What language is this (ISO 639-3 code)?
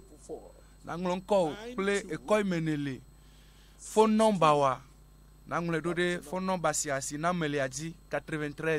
ewe